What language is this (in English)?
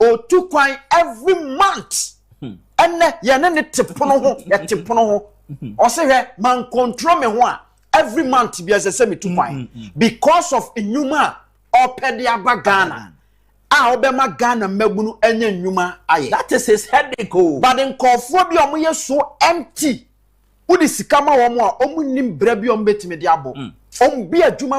Akan